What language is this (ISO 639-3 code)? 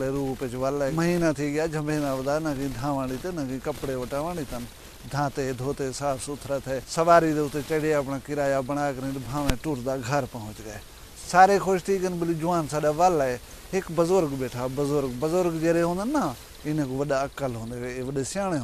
skr